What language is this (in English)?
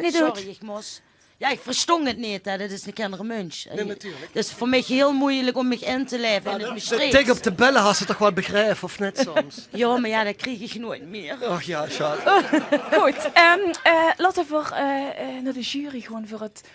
Limburgish